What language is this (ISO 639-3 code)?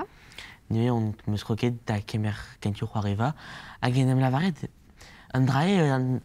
bre